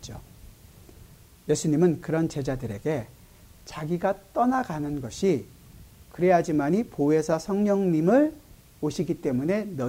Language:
Korean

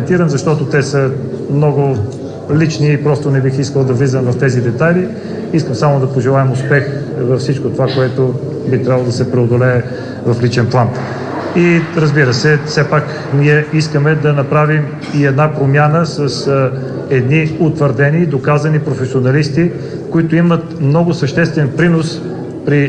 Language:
Bulgarian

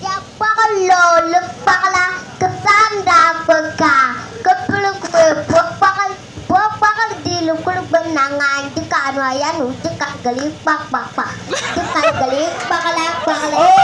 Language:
Bimoba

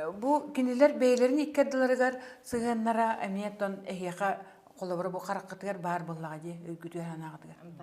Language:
Yakut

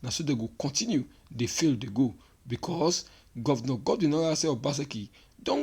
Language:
Nigerian Pidgin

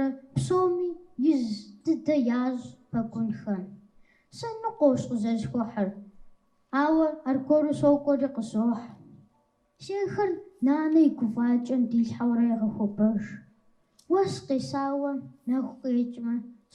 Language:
Kabardian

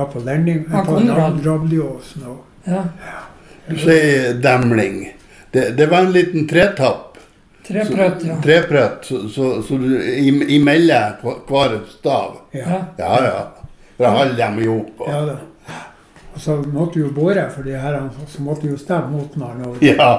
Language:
Norwegian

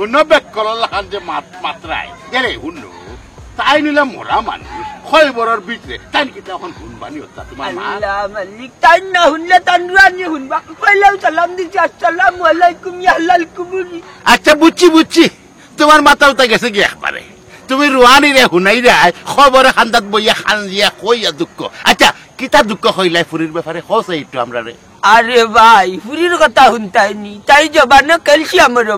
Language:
Sylheti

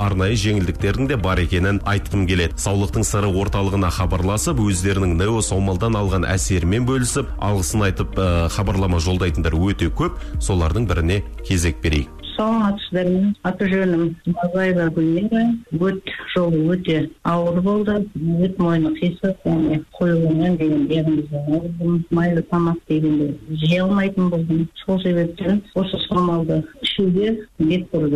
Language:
Kazakh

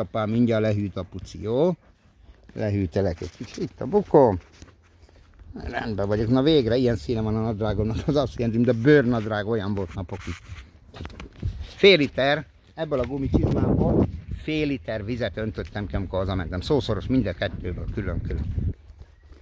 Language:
Hungarian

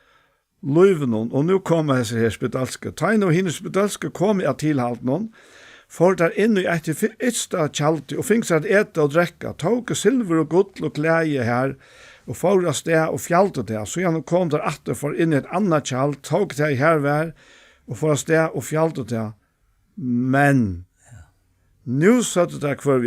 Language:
Faroese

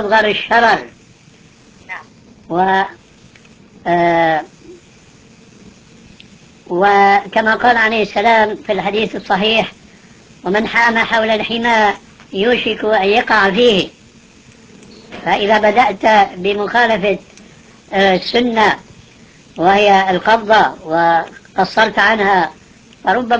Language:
Arabic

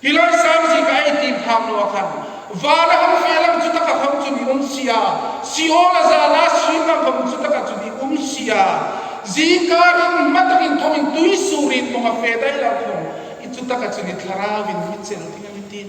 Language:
Hmar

